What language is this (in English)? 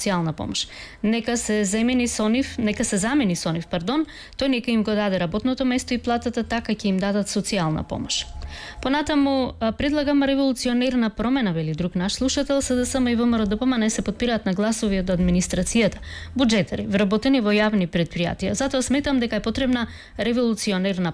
Macedonian